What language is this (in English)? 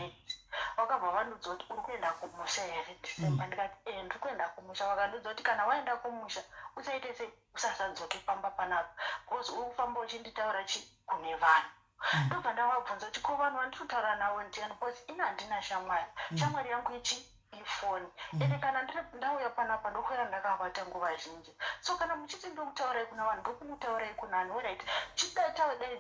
Shona